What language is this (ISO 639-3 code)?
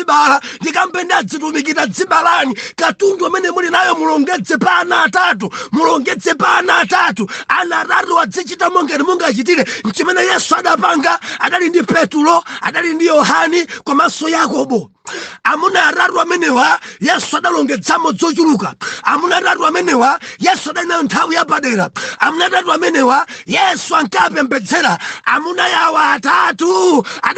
nya